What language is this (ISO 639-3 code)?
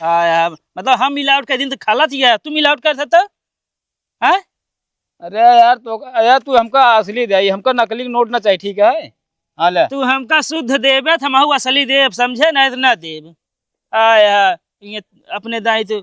awa